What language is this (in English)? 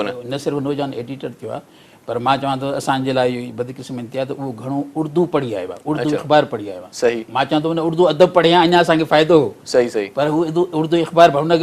Sindhi